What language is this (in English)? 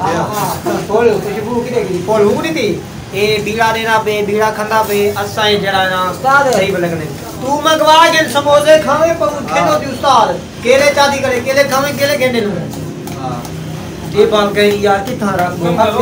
Saraiki